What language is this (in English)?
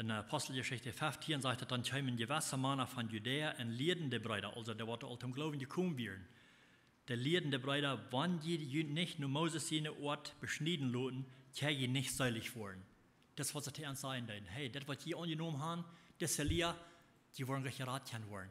Plautdietsch